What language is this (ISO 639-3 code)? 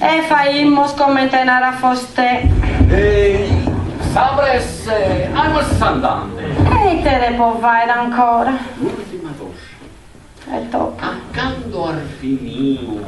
srd